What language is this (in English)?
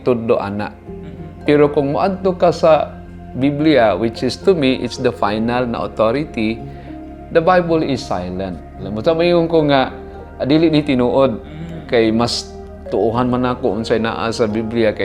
Cebuano